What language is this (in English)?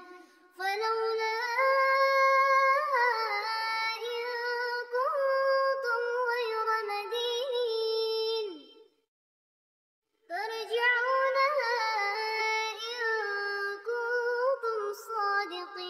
Arabic